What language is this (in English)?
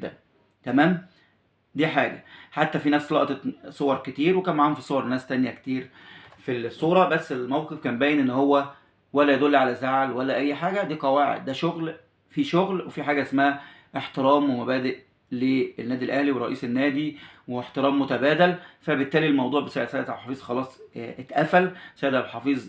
Egyptian Arabic